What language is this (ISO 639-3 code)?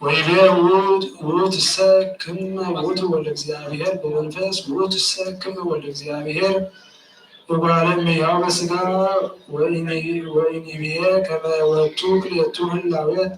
gez